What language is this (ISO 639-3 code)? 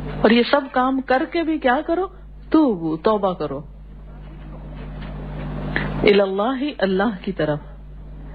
urd